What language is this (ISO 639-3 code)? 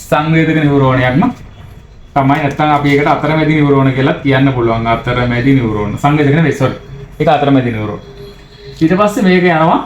sin